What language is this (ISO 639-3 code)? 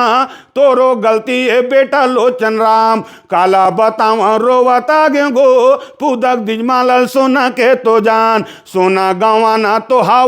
hne